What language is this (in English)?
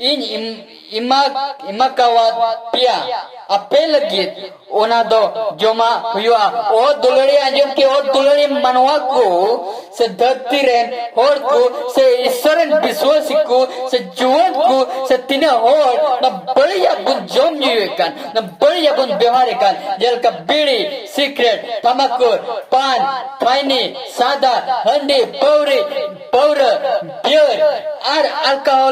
Santali